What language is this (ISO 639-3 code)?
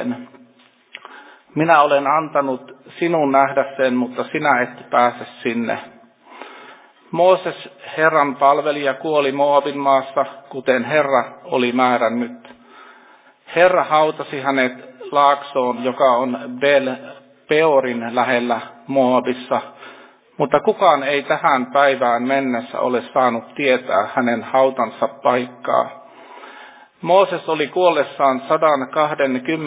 fin